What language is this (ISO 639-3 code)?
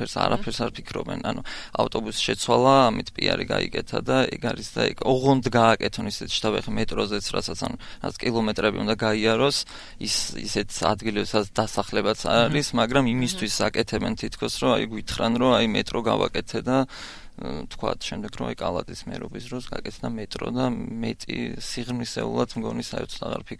kat